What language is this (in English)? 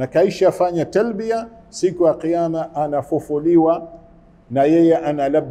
Swahili